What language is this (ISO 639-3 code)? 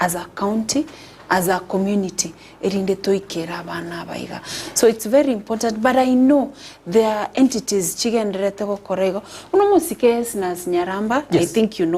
guz